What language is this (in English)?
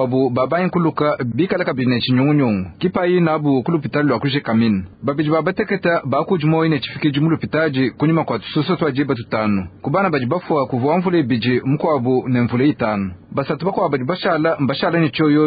Luba-Lulua